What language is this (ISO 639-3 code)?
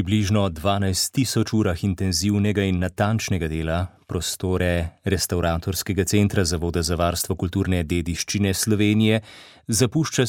slv